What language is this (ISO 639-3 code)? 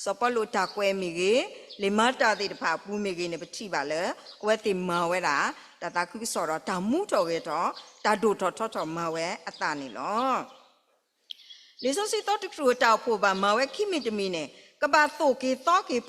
ksw